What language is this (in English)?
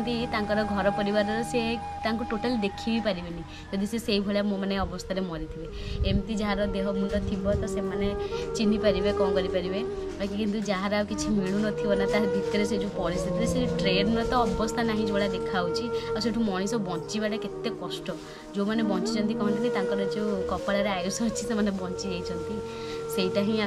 Odia